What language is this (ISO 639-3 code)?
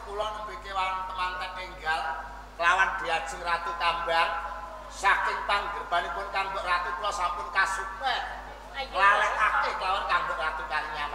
jav